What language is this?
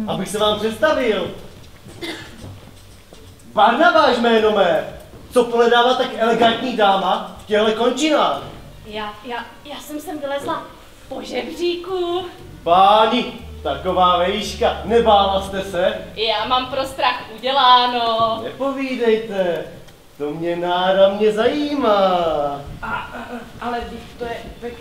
Czech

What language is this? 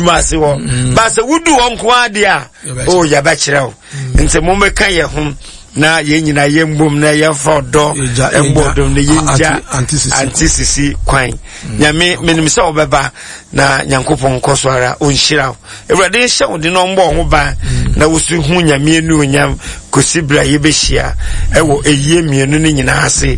Akan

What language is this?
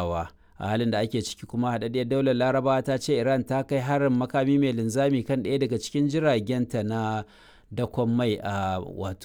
Hausa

